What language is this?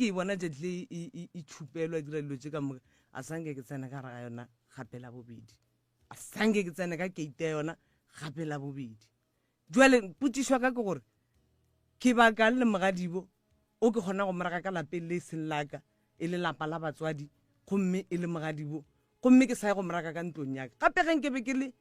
Northern Sotho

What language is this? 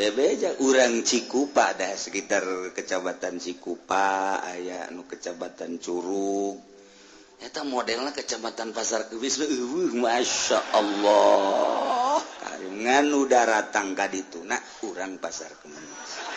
Sundanese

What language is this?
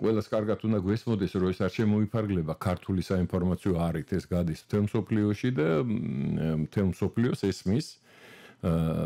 Georgian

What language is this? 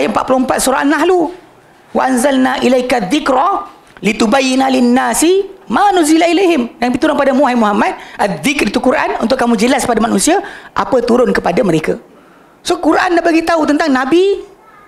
Malay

